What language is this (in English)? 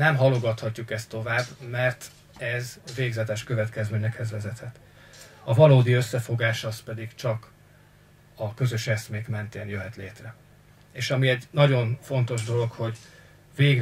Hungarian